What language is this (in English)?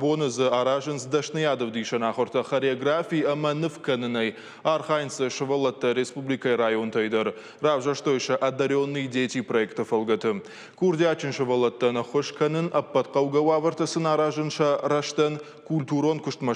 Ossetic